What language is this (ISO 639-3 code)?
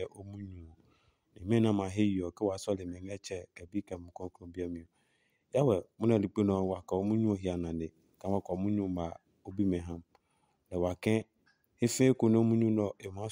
ada